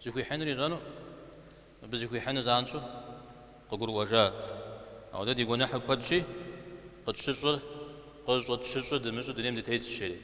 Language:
Kabardian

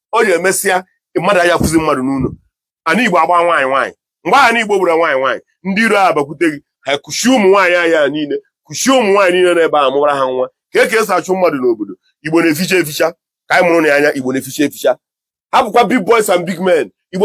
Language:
Igbo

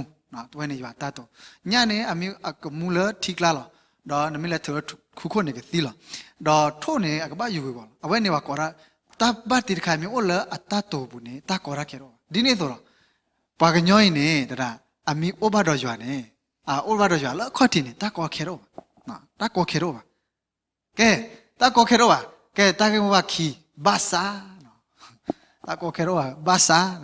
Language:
S'gaw Karen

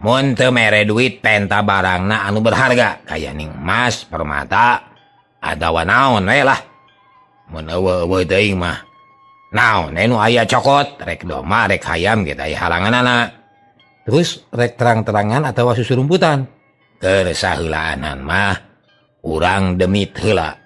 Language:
Sundanese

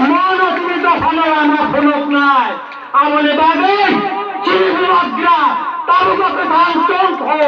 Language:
Kok Borok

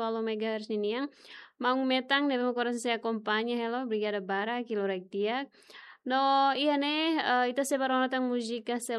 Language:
Tetum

